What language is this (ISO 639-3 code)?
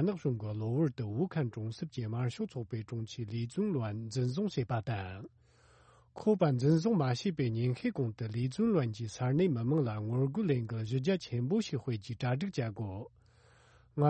bod